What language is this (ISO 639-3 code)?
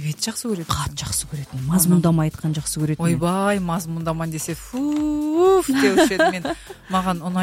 kaz